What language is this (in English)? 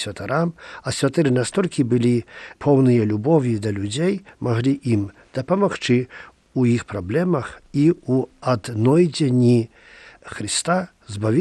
Belarusian